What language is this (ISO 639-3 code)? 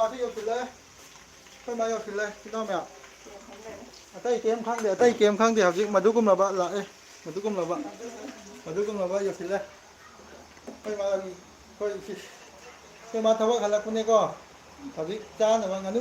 mni